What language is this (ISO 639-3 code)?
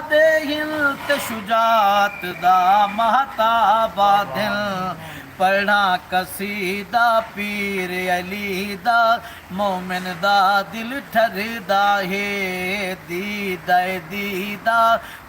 skr